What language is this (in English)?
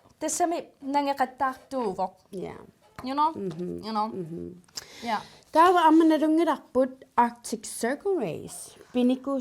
Kalaallisut